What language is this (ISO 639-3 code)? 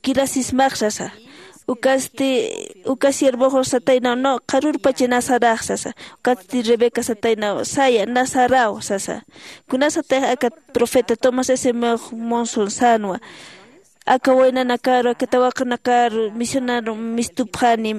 aym